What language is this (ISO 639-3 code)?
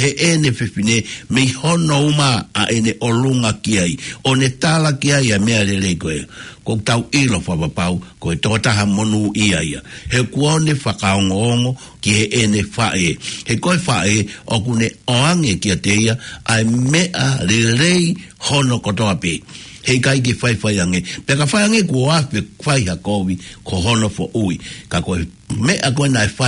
ton